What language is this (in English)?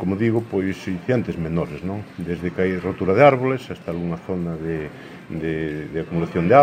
Galician